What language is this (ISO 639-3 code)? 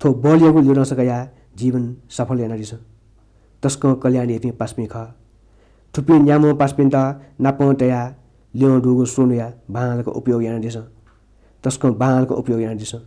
new